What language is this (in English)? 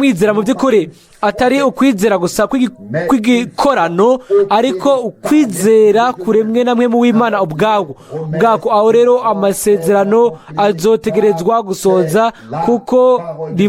Rundi